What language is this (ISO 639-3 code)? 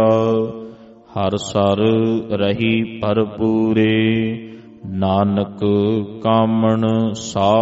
pan